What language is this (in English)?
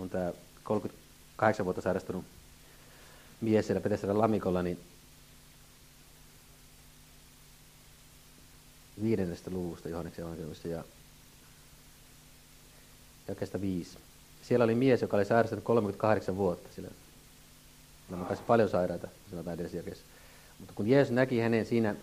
Finnish